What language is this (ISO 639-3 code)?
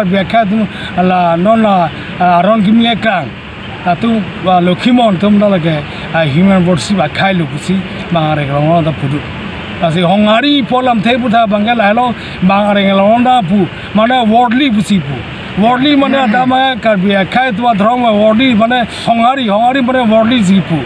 mjw